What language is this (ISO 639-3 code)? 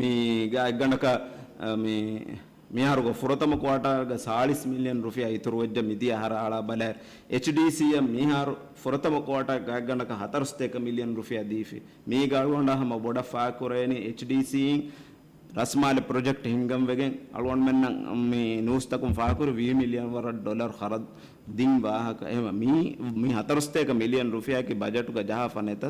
div